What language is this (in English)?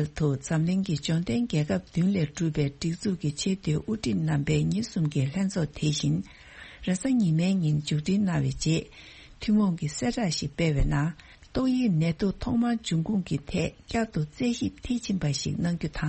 Tibetan